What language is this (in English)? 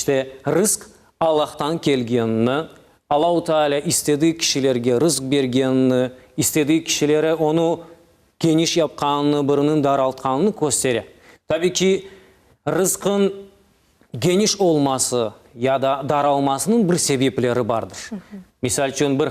Crimean Tatar